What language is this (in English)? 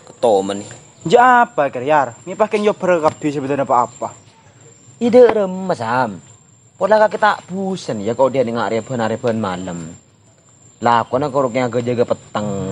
Madurese